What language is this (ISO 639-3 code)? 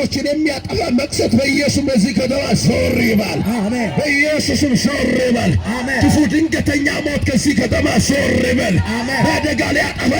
amh